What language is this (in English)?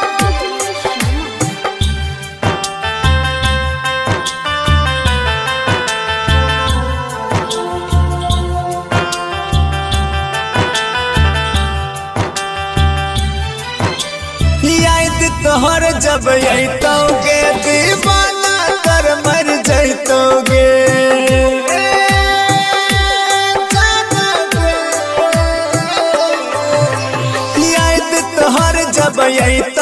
Bhojpuri